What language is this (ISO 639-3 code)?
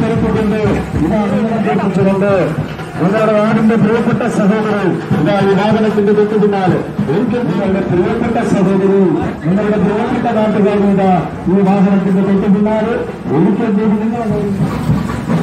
mal